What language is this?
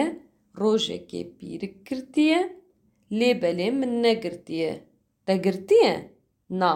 Kurdish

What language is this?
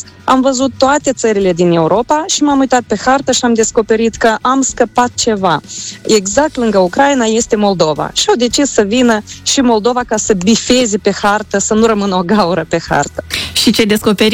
Romanian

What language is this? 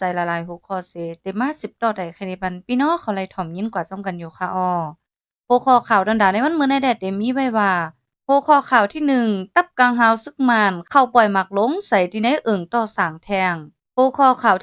Shan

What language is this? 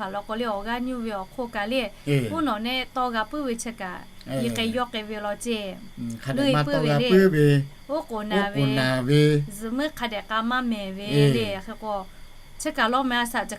Lahu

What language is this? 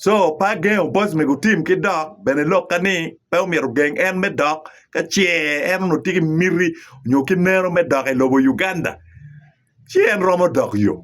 Acoli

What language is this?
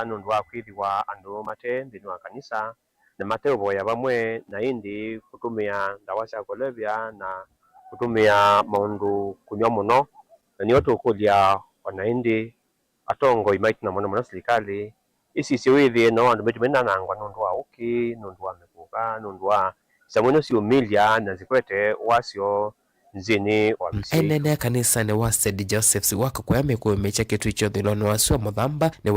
Kamba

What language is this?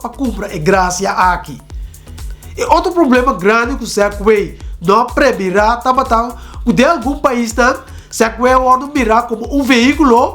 Papiamento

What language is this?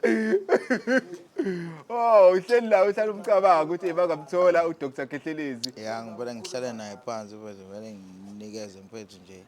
Zulu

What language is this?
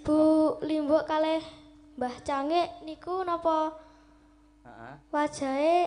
Javanese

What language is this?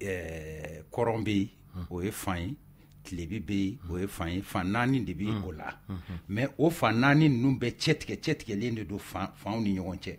Bambara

